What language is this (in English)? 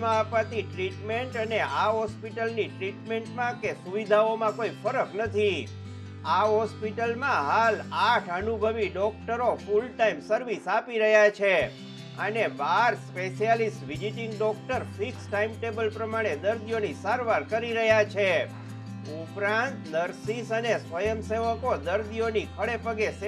Gujarati